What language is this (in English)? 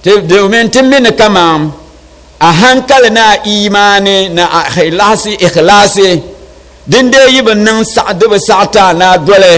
Dagbani